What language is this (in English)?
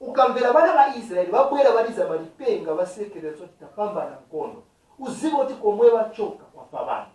Nyanja